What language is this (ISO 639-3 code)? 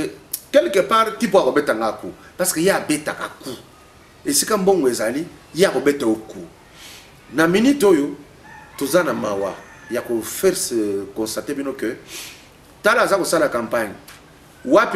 lin